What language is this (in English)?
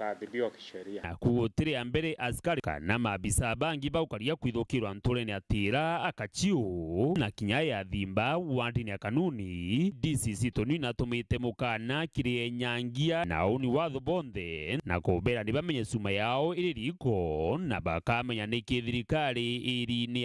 Meru